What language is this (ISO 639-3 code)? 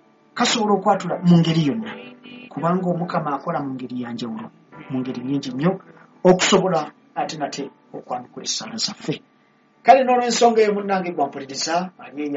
lug